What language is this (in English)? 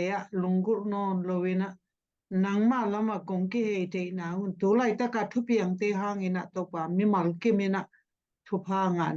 Tedim Chin